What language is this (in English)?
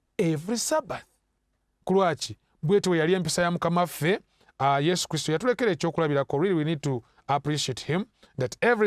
Ganda